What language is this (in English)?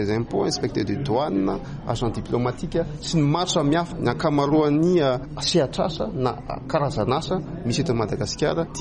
Malagasy